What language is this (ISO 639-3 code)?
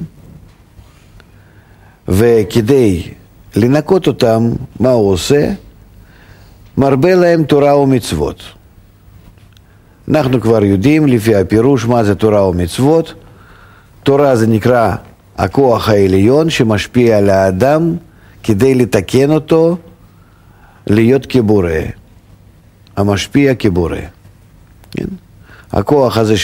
heb